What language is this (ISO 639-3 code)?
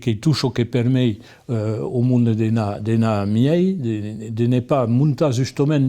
oci